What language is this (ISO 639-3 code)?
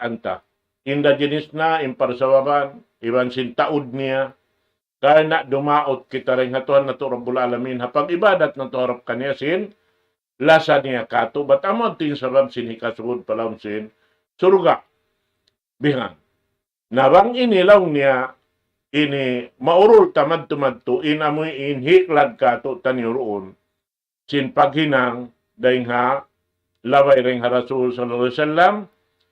tsg